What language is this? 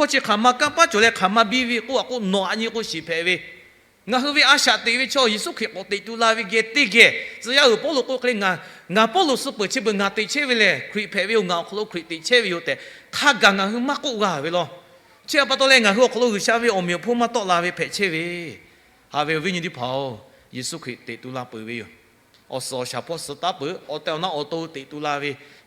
Lahu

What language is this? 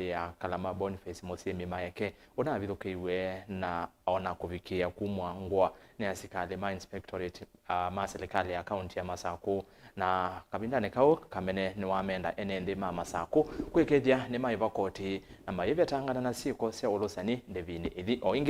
Kamba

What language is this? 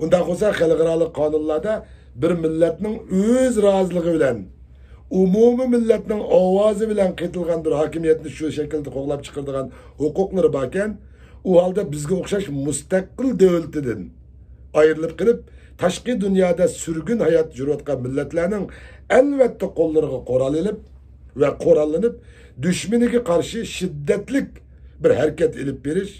Uyghur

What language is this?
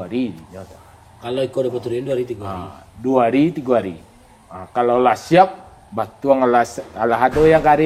Minangkabau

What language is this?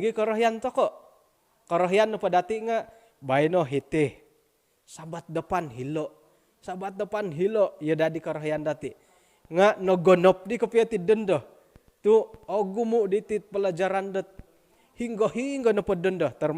Central Dusun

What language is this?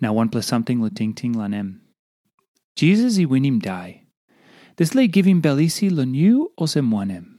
Tok Pisin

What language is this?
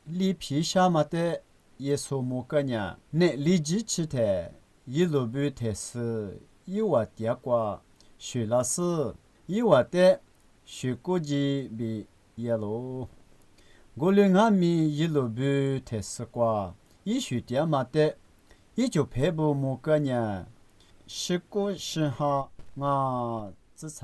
Lisu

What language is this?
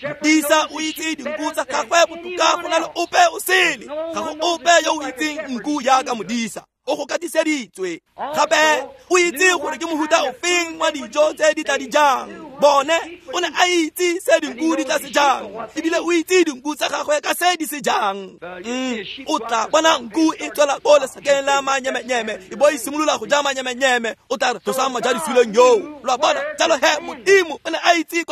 Tswana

